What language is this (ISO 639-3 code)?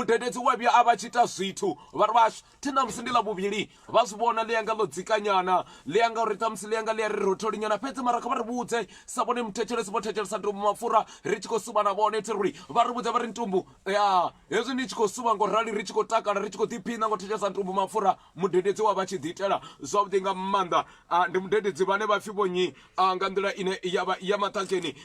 ven